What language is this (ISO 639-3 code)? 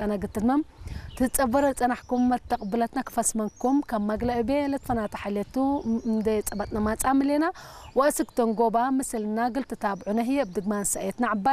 tig